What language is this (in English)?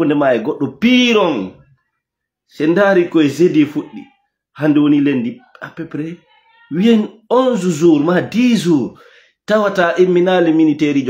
Fula